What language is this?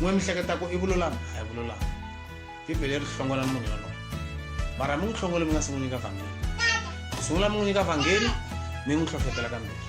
Tsonga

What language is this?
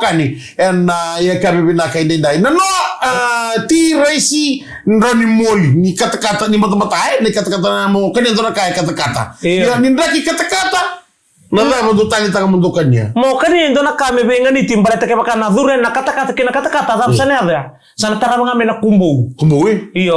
Fijian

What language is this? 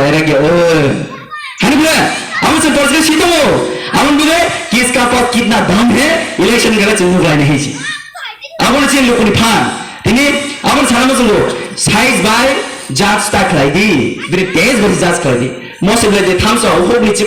Kok Borok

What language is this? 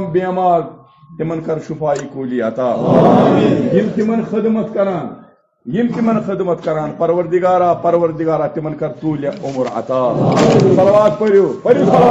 Kashmiri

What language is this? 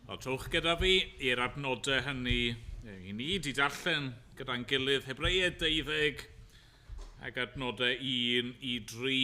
Welsh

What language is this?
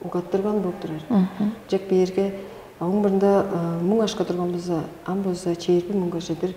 Tuvinian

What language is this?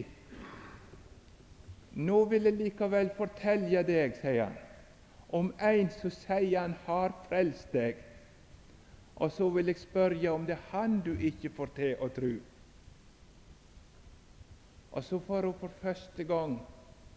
Norwegian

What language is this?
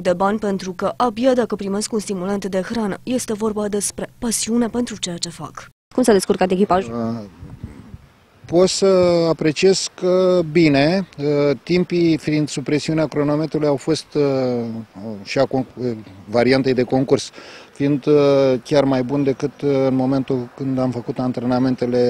Romanian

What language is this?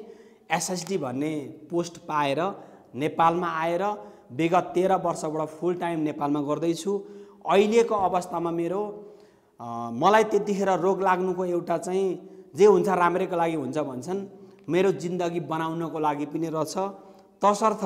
Nepali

